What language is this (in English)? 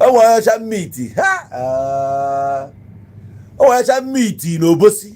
Igbo